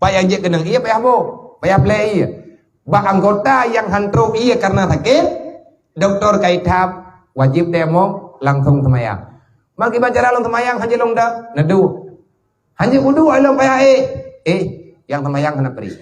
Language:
Achinese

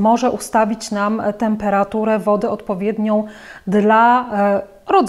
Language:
Polish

